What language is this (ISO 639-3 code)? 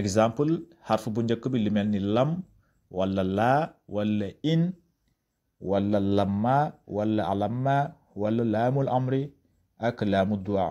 wol